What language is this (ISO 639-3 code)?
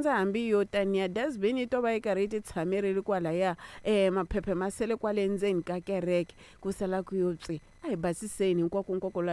tso